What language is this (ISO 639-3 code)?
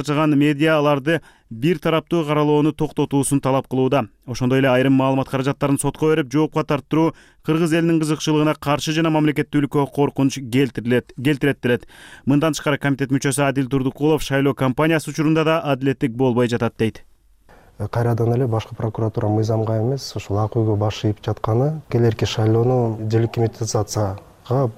kir